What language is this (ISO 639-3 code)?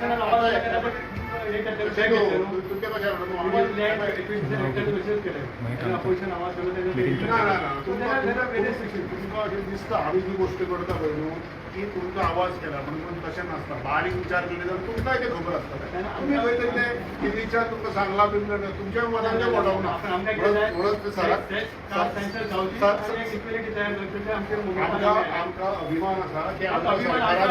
kok